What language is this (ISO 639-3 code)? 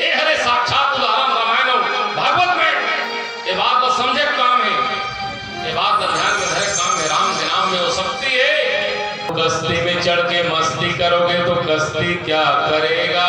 hne